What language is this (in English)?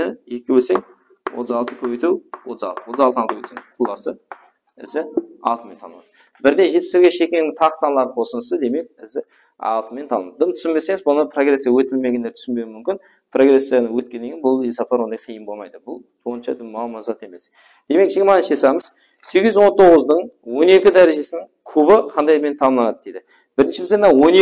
Kara-Kalpak